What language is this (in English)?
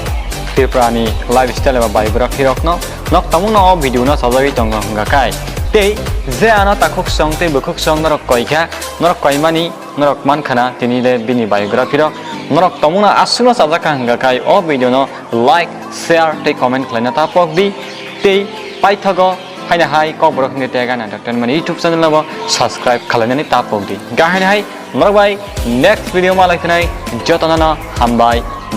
Kok Borok